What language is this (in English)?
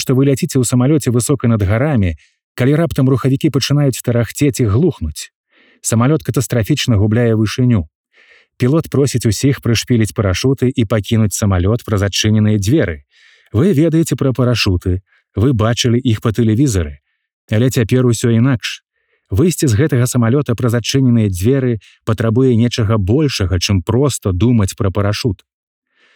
Belarusian